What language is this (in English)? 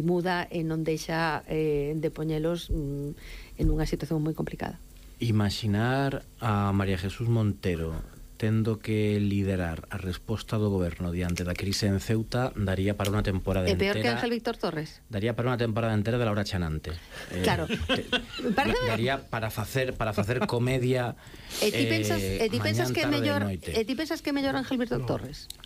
Galician